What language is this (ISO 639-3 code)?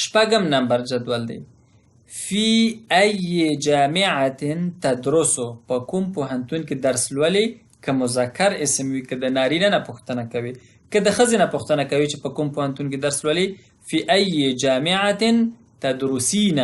pus